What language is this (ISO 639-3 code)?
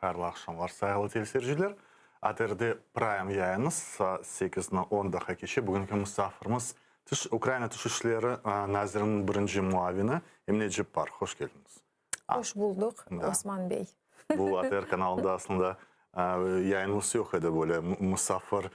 crh